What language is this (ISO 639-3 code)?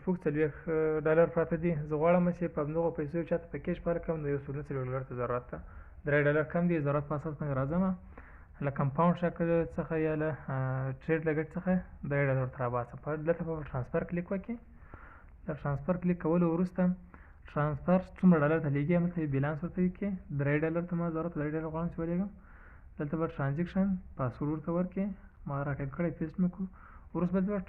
pus